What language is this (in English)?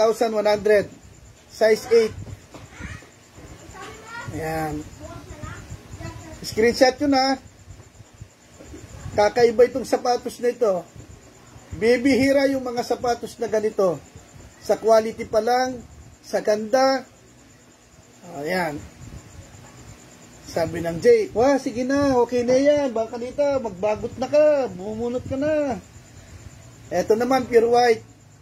Filipino